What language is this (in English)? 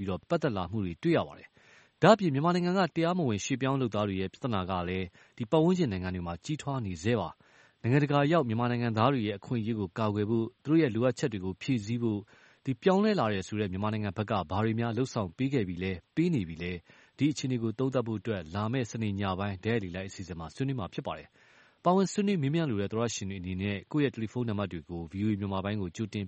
Burmese